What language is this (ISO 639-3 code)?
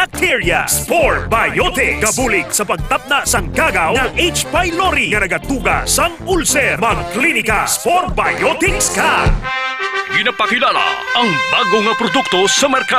hil